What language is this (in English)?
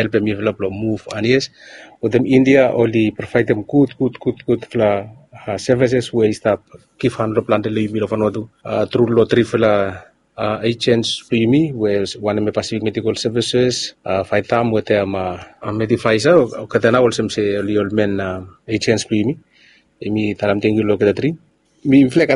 Bislama